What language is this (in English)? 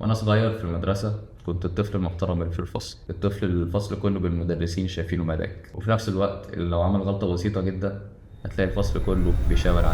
Egyptian Arabic